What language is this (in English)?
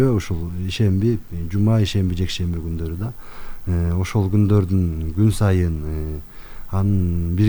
Kyrgyz